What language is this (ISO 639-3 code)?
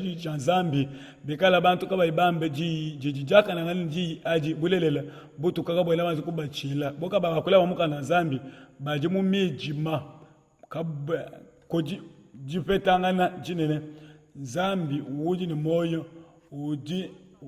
lua